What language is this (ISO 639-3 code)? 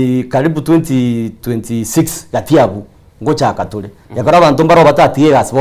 guz